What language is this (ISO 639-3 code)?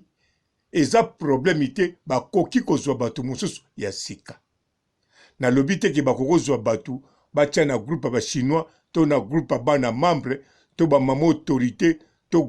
lin